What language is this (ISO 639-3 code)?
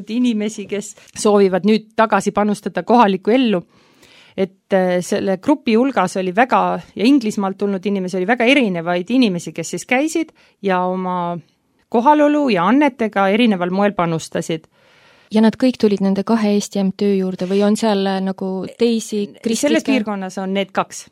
est